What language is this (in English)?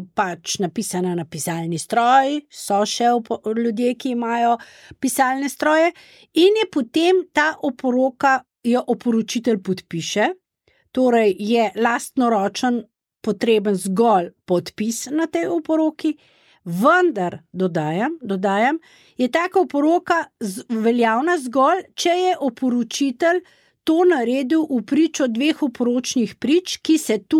Slovenian